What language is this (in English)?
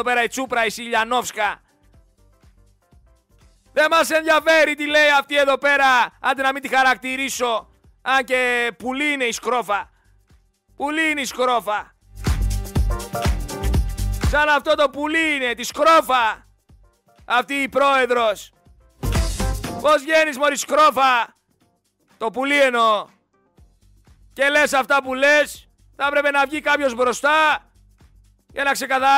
Greek